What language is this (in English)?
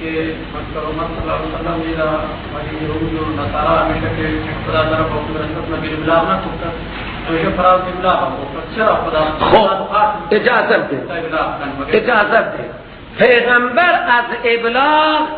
Persian